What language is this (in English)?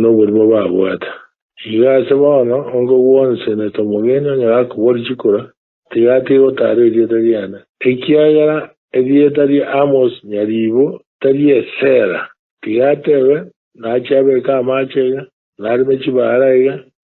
Gusii